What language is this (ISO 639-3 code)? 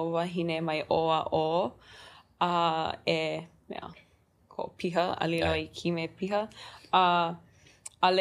haw